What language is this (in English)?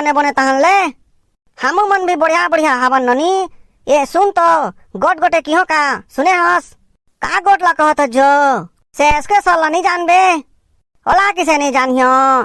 Chhattisgarhi